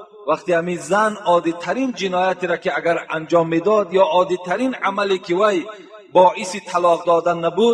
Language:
Tajik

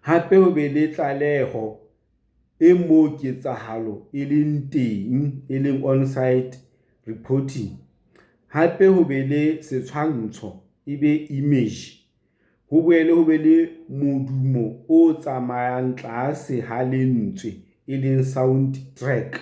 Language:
Southern Sotho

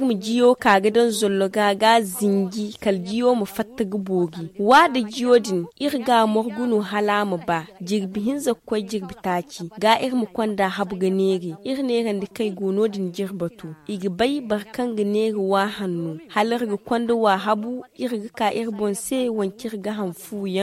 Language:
Zarma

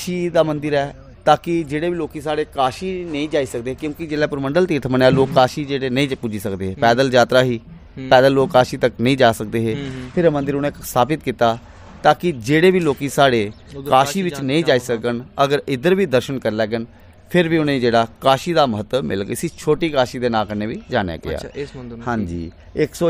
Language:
Punjabi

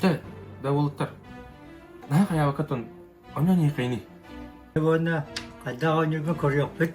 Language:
Yakut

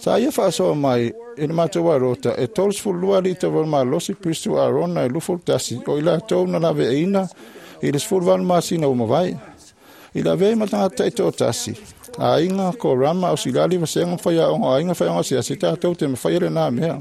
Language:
Samoan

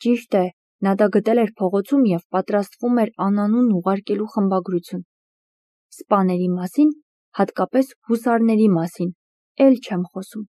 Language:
Armenian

